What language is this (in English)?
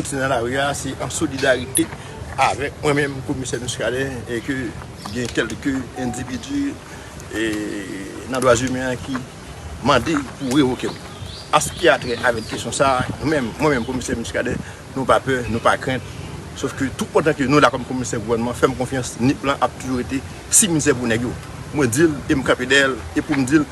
Haitian Creole